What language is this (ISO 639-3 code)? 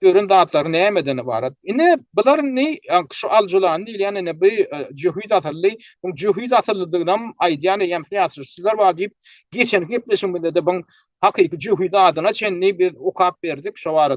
tuk